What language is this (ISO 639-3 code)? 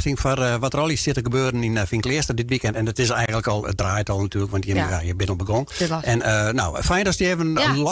fry